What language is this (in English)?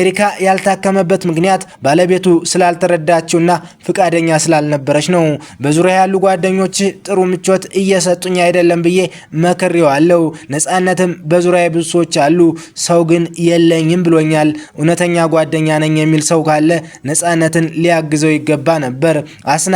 Amharic